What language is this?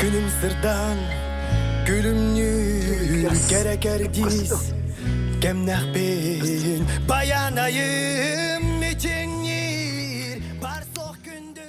Yakut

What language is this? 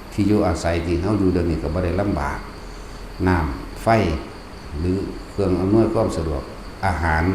Northeastern Thai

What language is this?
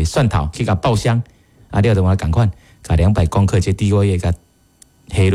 Min Nan Chinese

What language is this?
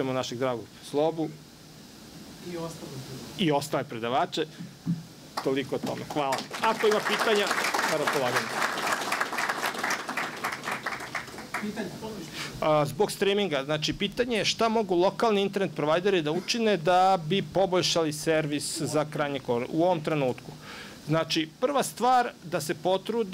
Serbian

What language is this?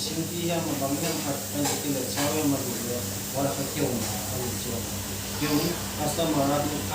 Paite Chin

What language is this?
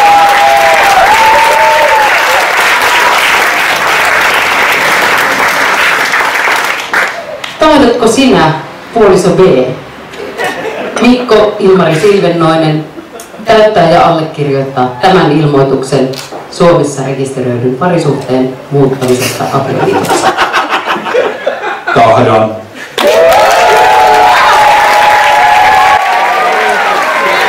Finnish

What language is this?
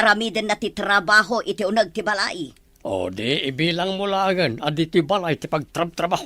Iloko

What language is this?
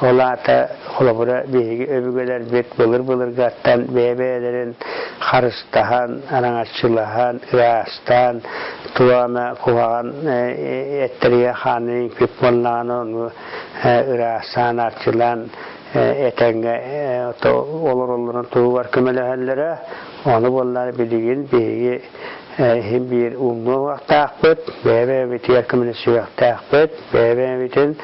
Yakut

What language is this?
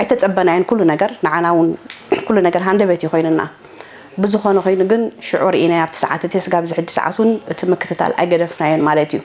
Tigrinya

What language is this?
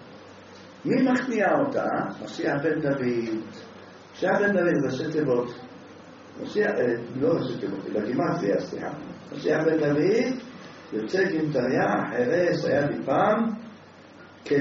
Hebrew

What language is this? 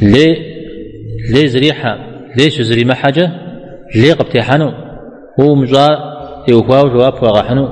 Kabardian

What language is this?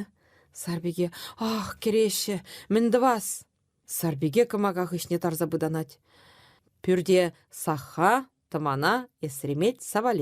Chuvash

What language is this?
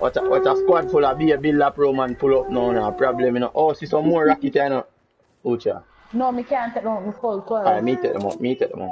Jamaican Creole English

